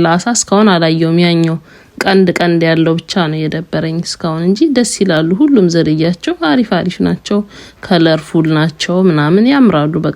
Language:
Amharic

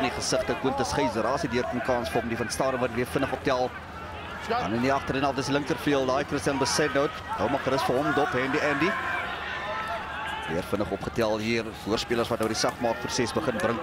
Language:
Afrikaans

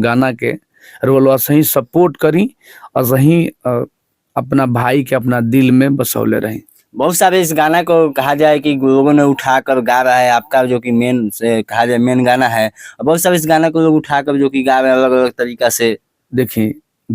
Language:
Bhojpuri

